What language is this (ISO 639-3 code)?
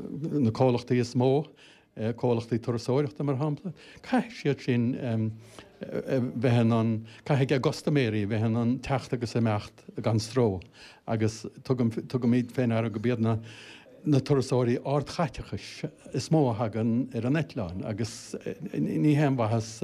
gle